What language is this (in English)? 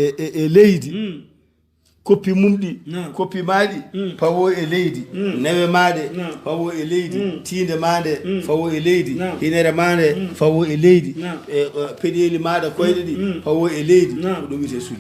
Fula